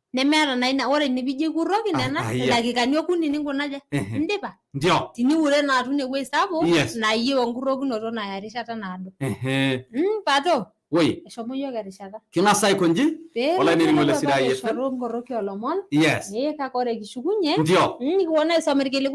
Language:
Masai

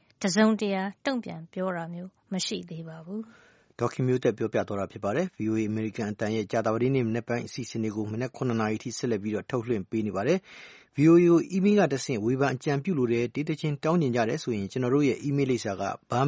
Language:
Burmese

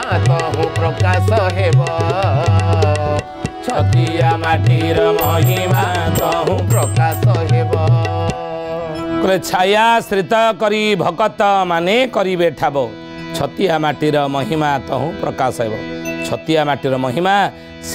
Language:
Odia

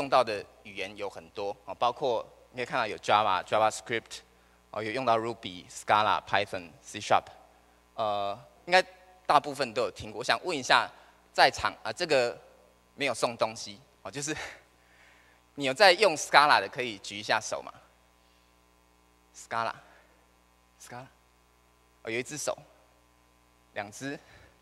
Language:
Chinese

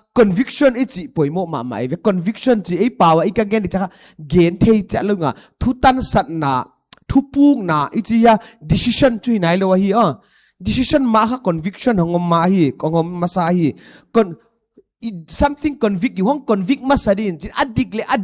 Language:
Paite Chin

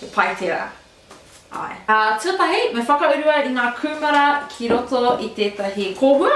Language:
Māori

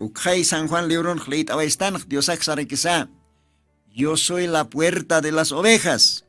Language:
Aymara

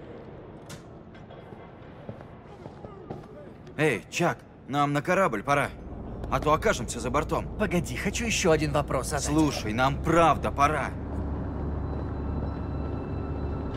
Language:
Russian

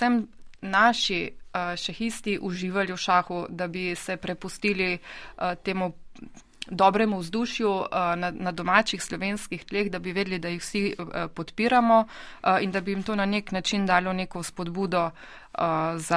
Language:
Slovenian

